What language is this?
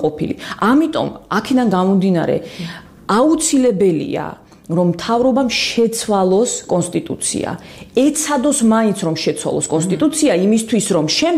Georgian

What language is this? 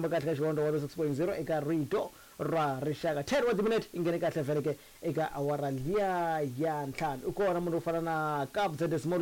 Tsonga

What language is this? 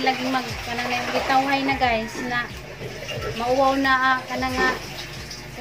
Cebuano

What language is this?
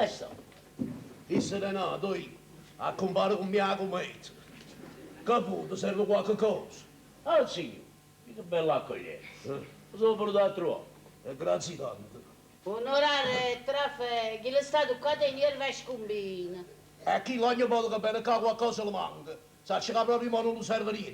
Neapolitan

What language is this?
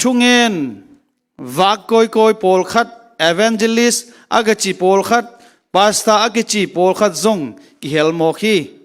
Tedim Chin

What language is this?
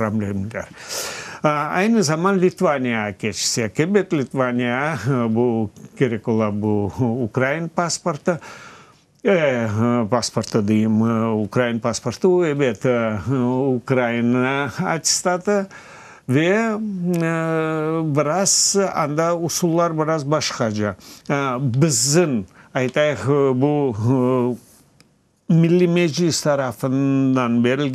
Crimean Tatar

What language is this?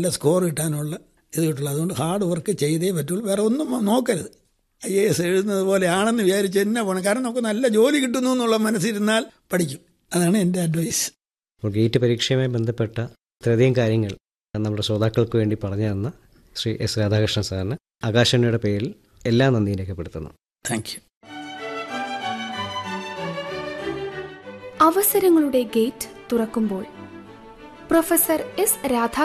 Malayalam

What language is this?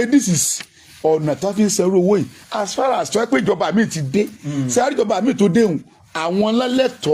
Yoruba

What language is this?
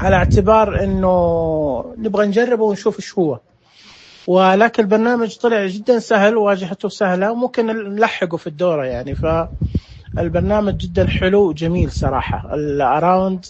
Najdi Arabic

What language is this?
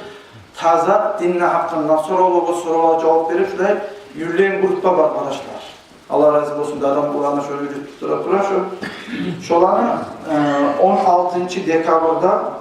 Kumyk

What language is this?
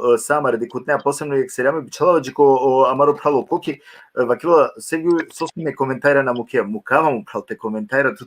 Balkan Romani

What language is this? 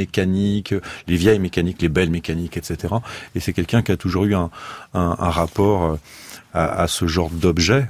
French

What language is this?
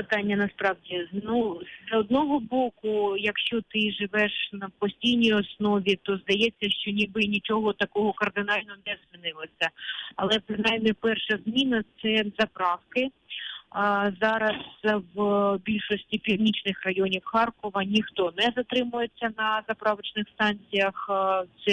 Ukrainian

